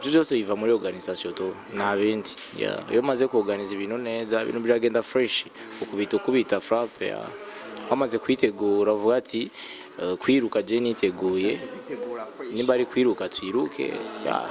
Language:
Rundi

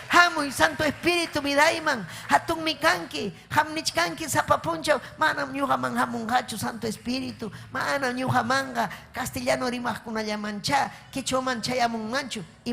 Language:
Ayacucho Quechua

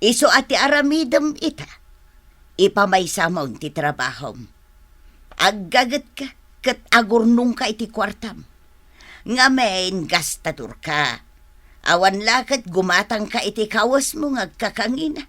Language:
Iloko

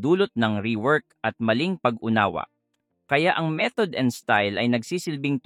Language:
Filipino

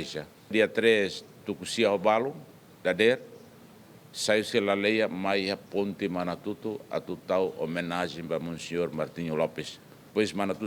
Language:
Tetum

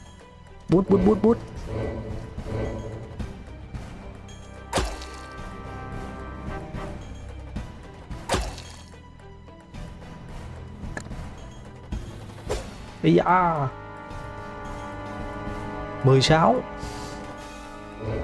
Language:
Vietnamese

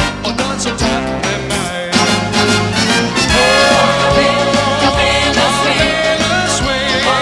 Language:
Norwegian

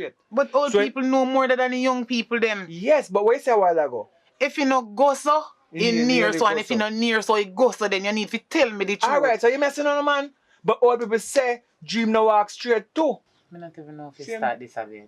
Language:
Jamaican Creole English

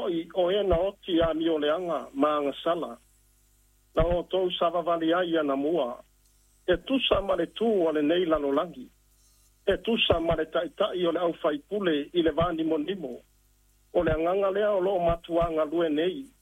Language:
Samoan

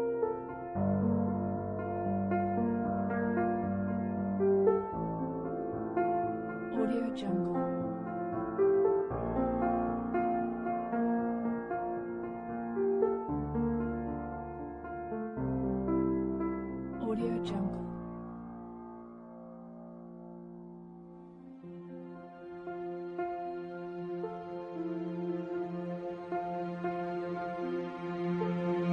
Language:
Russian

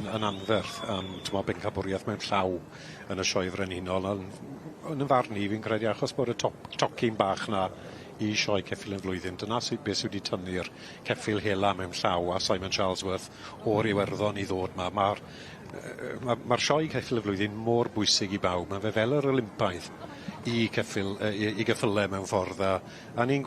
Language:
Welsh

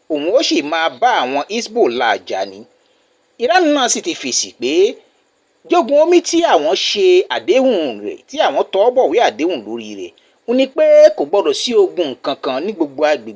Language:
Yoruba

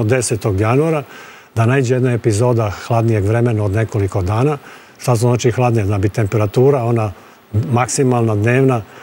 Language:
Serbian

